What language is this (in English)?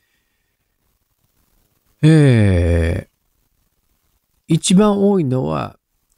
Japanese